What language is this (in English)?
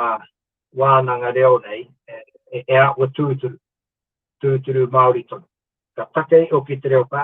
Māori